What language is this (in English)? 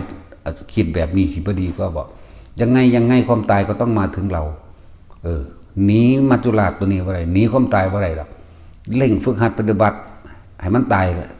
Northeastern Thai